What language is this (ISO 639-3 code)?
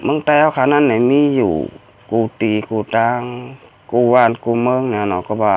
shn